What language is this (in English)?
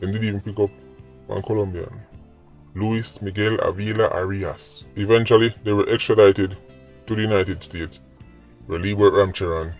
Jamaican Creole English